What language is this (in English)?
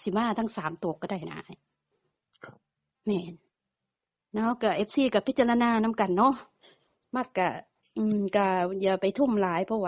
Northeastern Thai